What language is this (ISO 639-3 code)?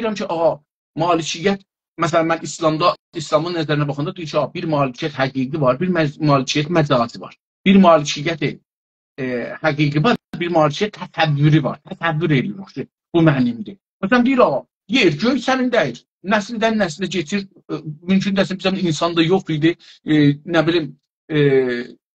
azb